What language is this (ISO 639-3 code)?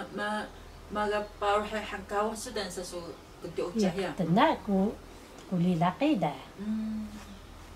trv